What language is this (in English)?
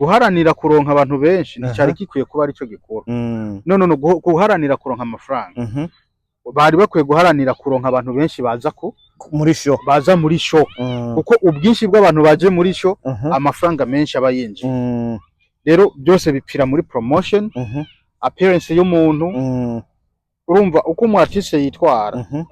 Rundi